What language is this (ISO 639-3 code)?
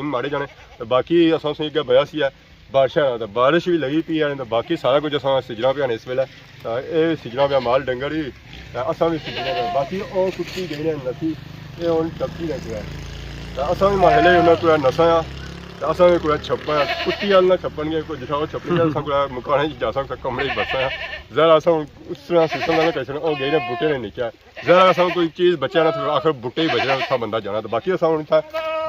phr